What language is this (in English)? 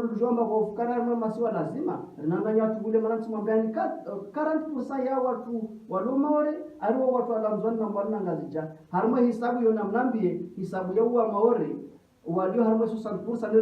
Ngazidja Comorian